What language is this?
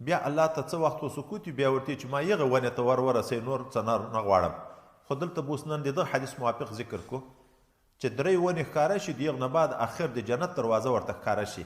Pashto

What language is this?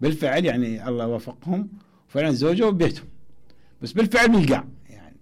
Mesopotamian Arabic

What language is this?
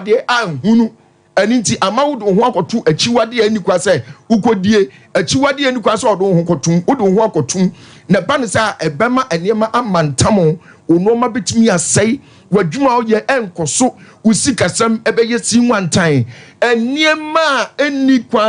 Akan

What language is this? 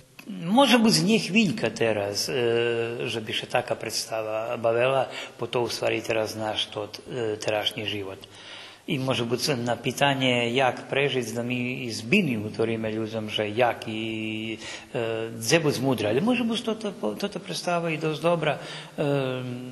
Rusyn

